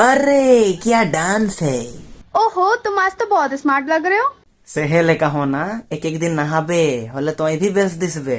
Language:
Sadri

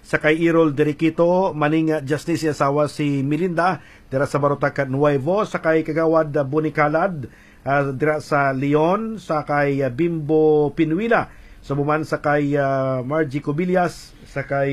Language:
Hiligaynon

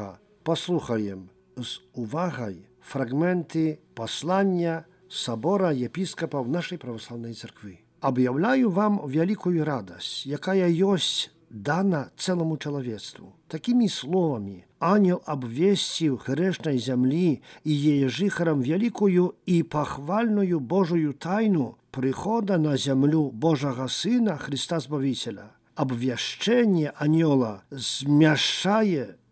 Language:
Belarusian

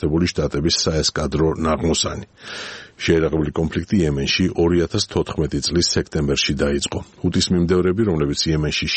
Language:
Georgian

